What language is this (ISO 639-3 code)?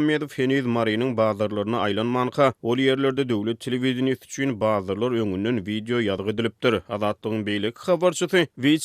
tuk